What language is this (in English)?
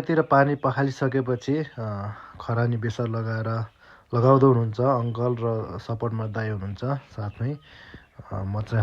Nepali